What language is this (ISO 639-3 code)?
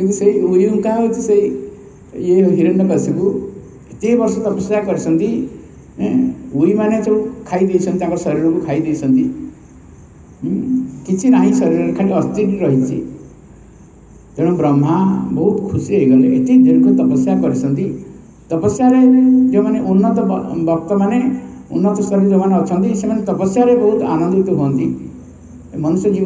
ori